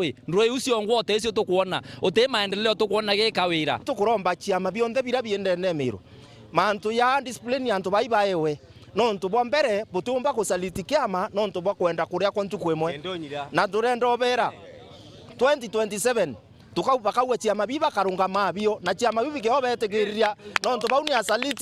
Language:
Meru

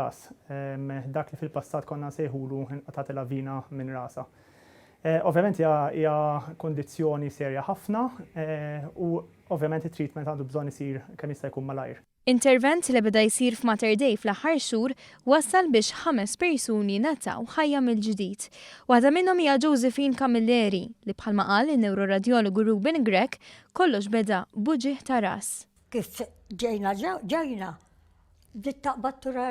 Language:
Maltese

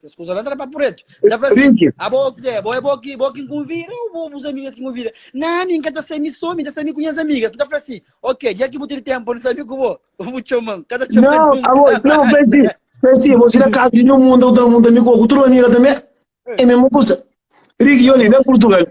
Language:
Kabuverdianu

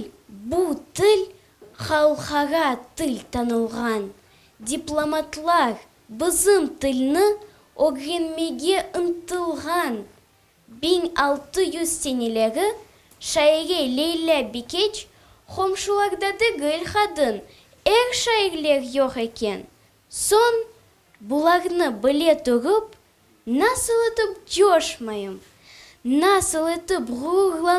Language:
Crimean Tatar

